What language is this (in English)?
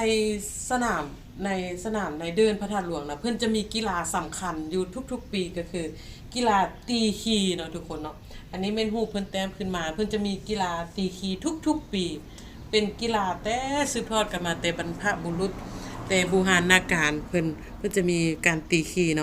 Lao